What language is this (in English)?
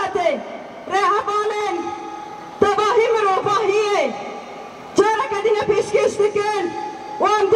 Kurdish